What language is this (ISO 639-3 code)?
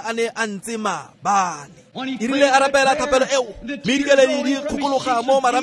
tsn